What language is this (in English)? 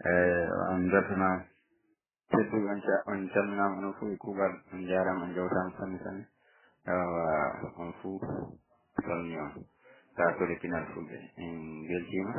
Fula